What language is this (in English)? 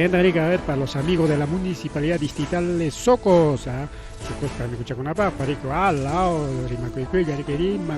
Ayacucho Quechua